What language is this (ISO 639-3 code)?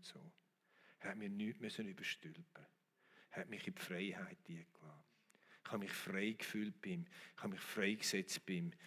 gsw